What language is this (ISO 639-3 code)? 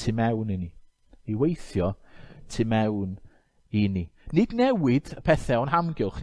cym